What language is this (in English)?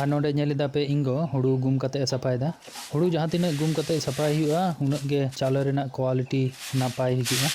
Santali